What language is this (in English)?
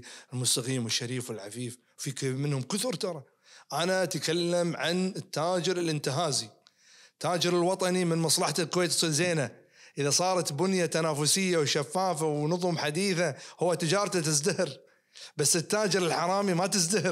Najdi Arabic